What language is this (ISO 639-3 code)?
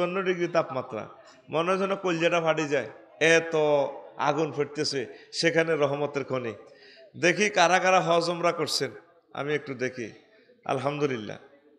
ben